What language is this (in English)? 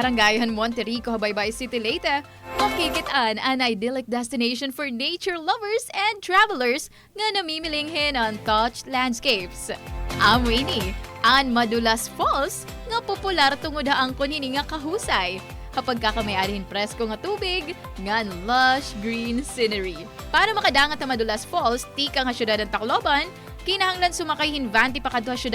Waray